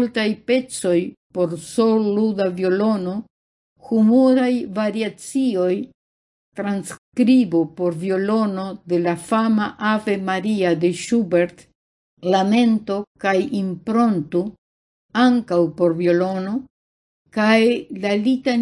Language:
Esperanto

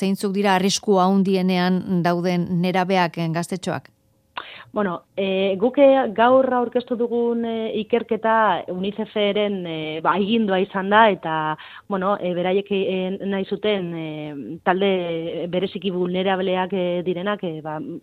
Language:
Basque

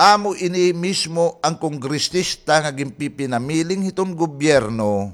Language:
Waray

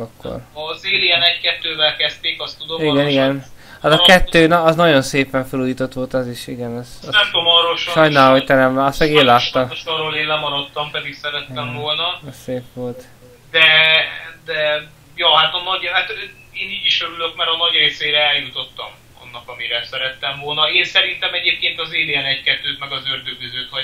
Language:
Hungarian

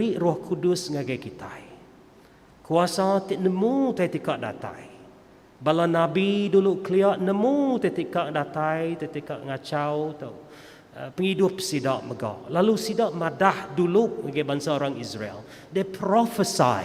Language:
Iban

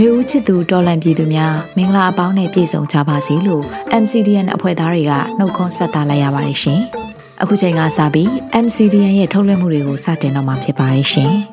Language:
Burmese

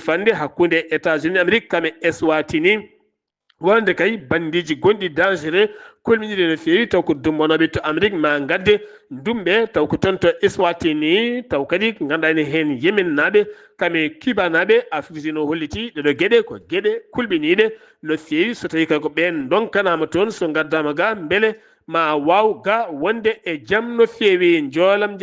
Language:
Fula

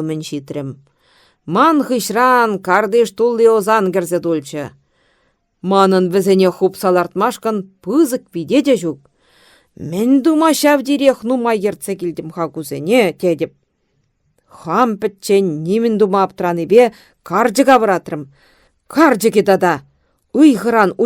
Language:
Chuvash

